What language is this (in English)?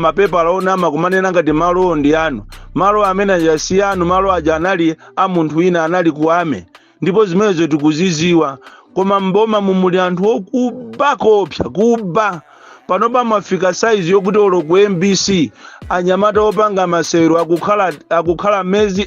Nyanja